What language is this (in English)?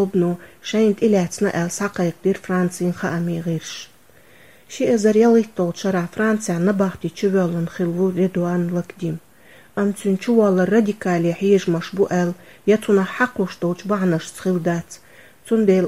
Chechen